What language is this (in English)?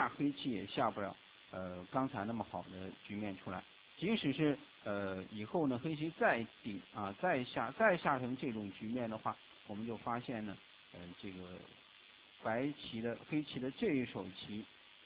Chinese